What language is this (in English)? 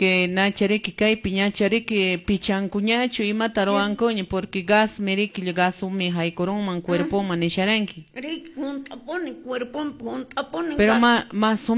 Quechua